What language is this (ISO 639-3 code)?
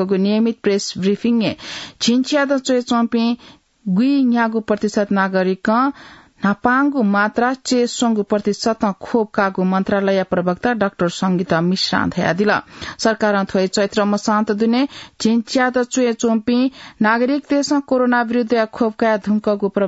new